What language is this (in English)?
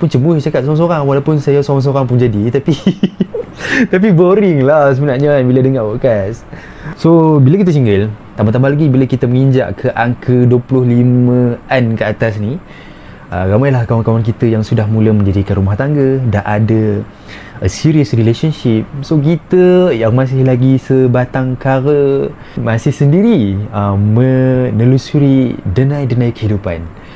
Malay